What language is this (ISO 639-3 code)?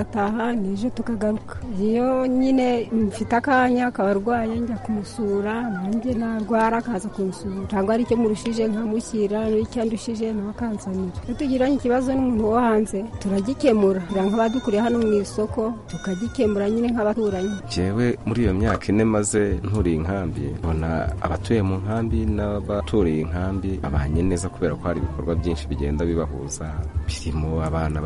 kin